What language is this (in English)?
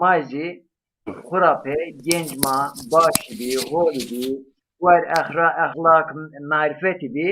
Zaza